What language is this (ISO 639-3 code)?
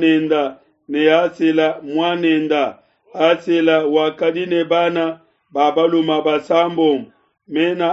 lua